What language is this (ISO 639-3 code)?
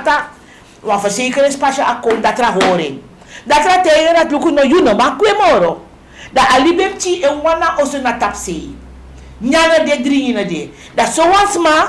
srn